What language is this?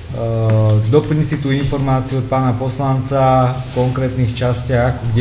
Slovak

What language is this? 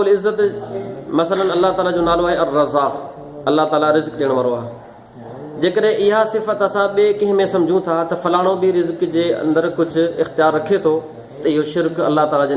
Sindhi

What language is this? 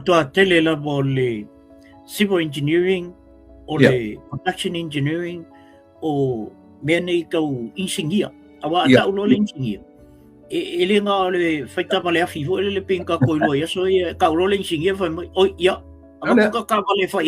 Samoan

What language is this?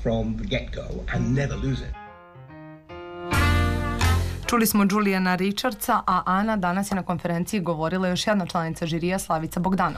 Serbian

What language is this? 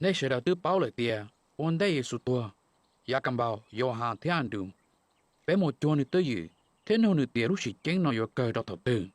Hmong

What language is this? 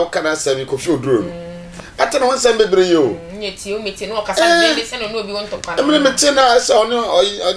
Akan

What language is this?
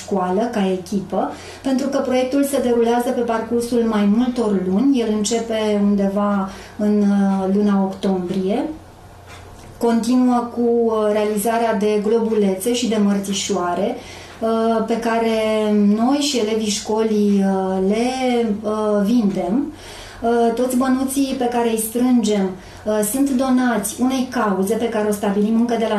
Romanian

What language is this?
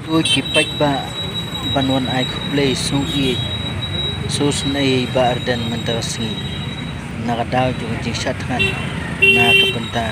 Khasi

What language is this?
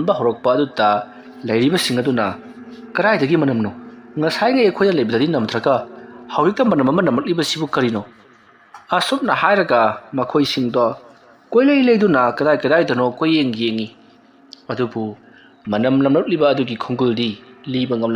Manipuri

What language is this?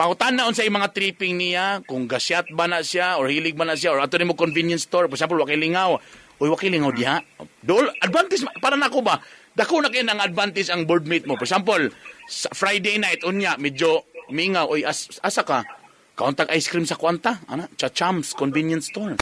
Cebuano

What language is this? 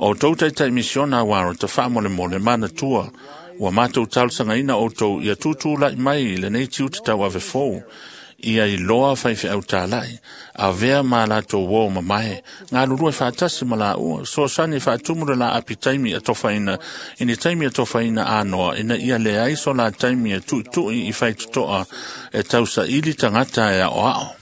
Samoan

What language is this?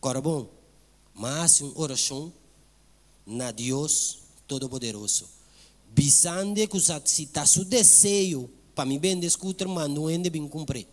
Papiamento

